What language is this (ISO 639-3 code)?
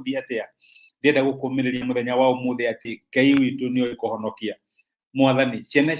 kik